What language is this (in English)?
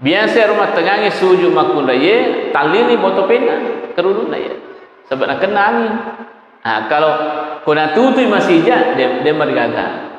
Buginese